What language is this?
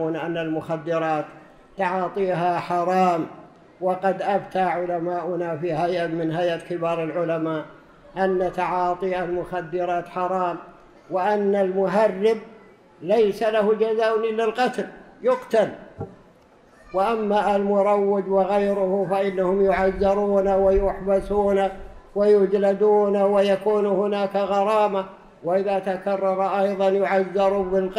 Arabic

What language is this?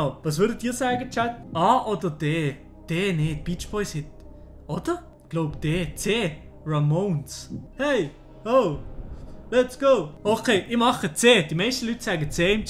Swiss German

